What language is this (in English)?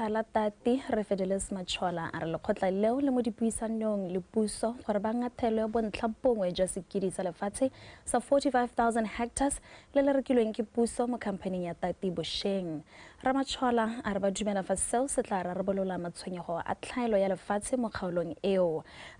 Tswana